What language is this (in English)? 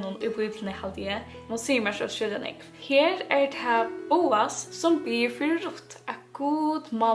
Faroese